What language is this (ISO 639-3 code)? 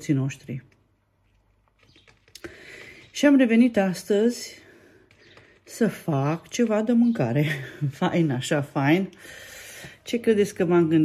ron